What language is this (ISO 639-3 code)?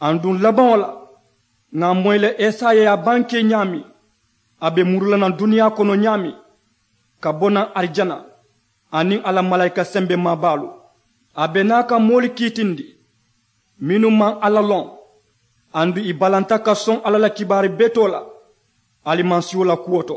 man